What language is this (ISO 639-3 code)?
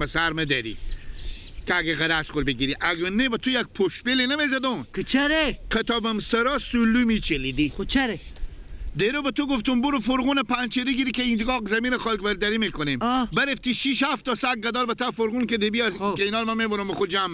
fas